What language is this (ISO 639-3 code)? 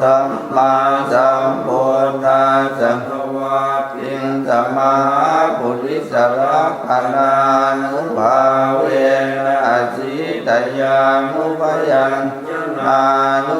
pli